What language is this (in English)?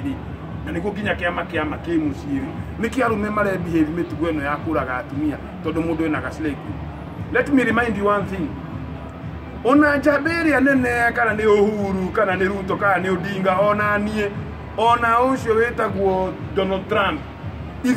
Kikuyu